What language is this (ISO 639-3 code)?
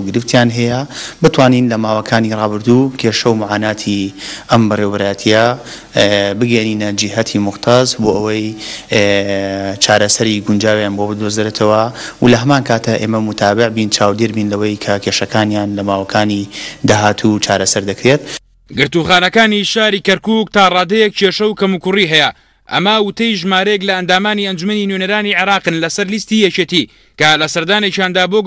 ckb